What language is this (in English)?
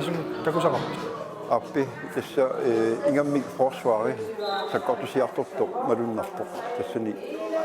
Kalaallisut